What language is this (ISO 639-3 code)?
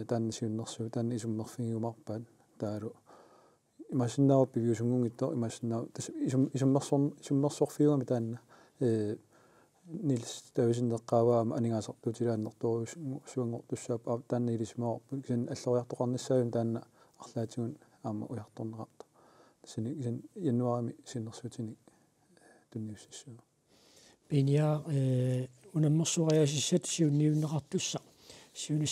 kal